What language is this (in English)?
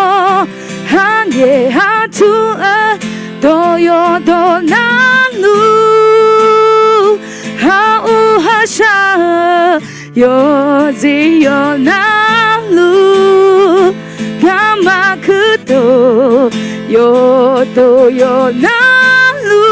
Akha